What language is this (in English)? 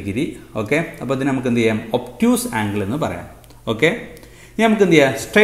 Malayalam